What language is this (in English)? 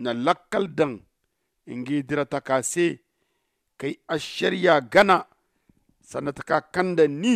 Zarma